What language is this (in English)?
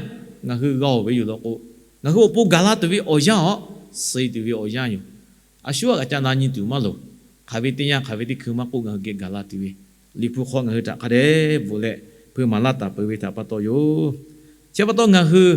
Lahu